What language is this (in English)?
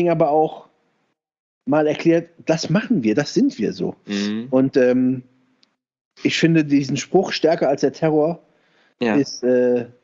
German